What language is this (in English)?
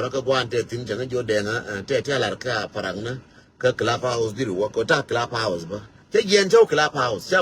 Nuer